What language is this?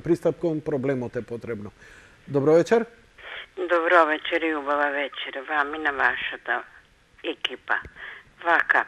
Macedonian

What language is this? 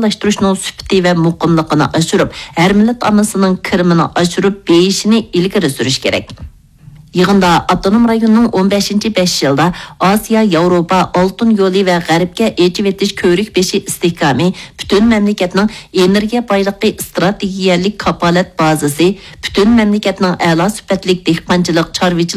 Uyghur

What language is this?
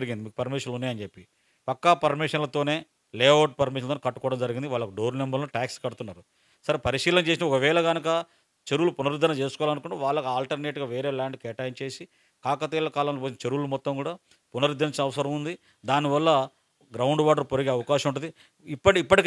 Telugu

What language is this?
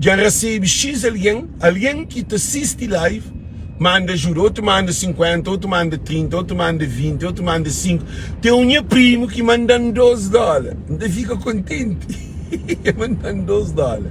Kabuverdianu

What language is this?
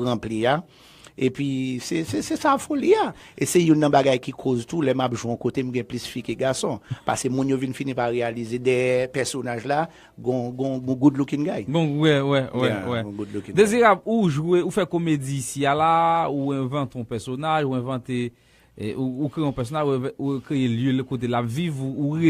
Haitian Creole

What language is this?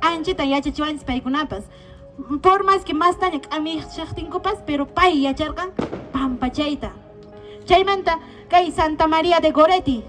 Quechua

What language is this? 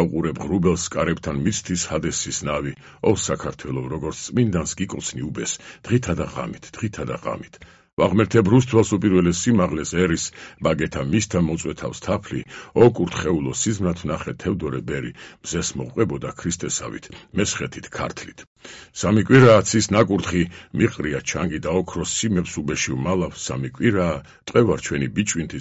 Georgian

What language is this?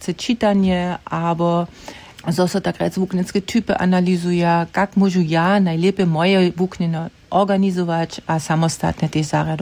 Upper Sorbian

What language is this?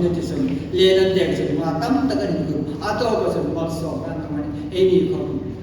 Hmar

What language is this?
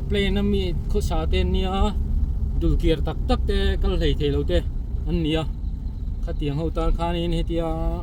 Mizo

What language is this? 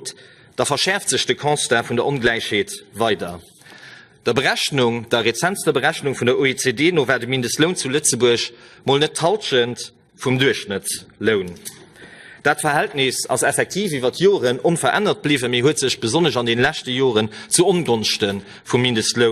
Luxembourgish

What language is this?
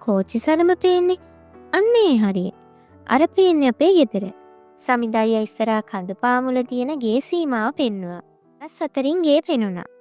Sinhala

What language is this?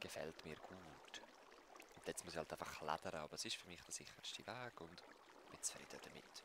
Swiss German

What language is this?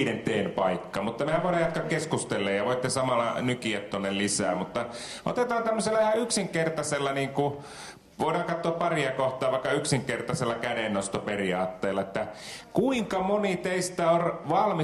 Finnish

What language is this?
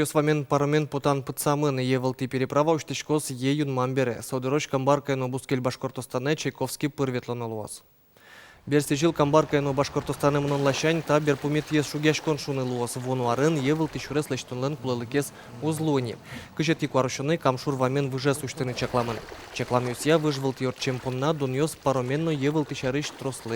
Udmurt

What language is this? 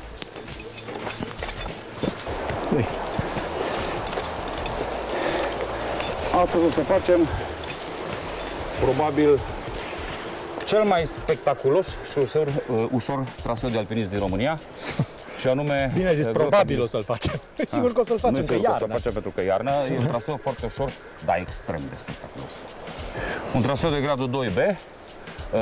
Romanian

